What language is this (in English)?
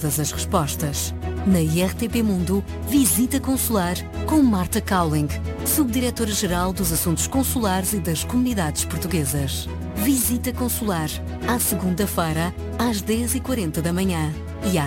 Portuguese